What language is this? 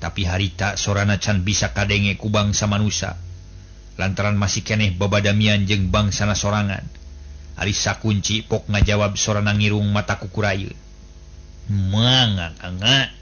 Sundanese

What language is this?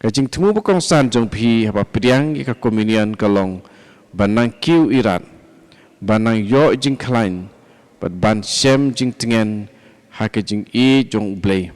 Khasi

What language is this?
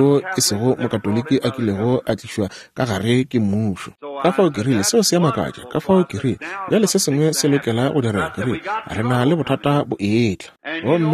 Northern Sotho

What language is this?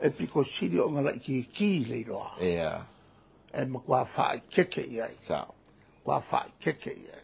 Samoan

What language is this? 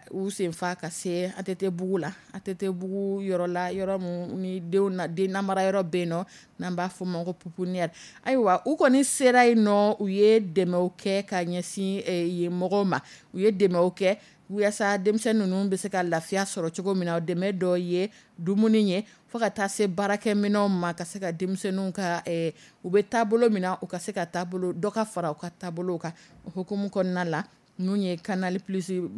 Dyula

